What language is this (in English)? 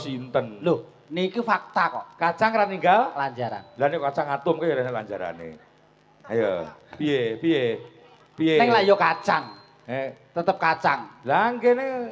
Javanese